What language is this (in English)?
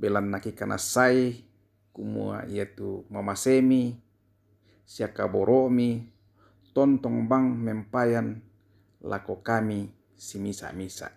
Toraja-Sa'dan